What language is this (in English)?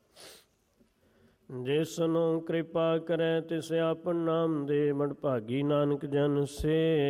Punjabi